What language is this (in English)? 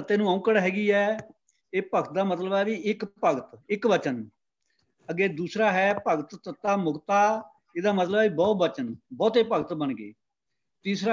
Punjabi